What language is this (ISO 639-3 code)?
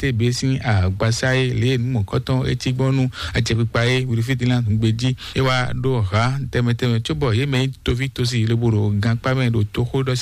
fon